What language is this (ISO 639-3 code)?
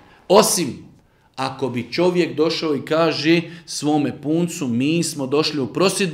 bos